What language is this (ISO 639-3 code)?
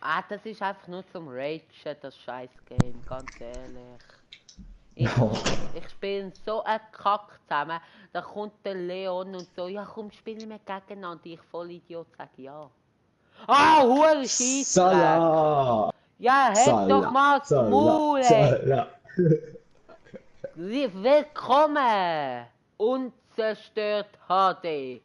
gsw